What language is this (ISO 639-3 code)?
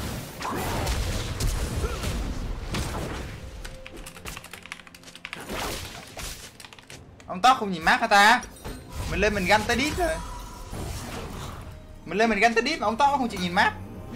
vie